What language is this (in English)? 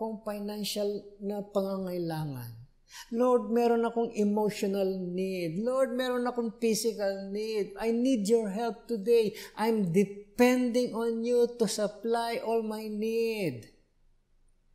Filipino